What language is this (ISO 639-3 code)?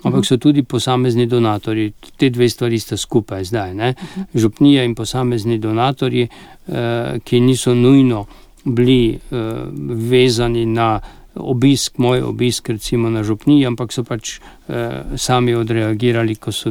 slv